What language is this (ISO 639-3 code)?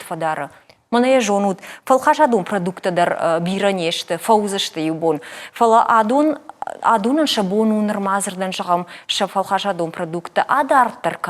oss